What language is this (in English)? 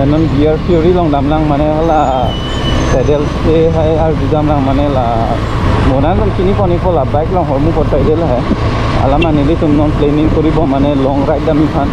Karbi